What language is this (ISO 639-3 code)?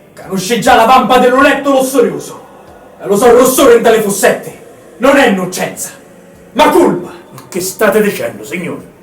scn